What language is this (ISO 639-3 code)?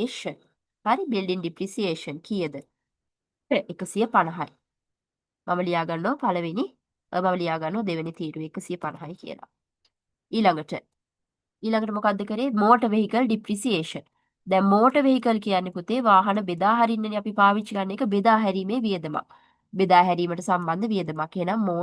sin